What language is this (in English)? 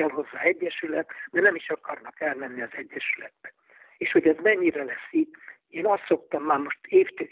Hungarian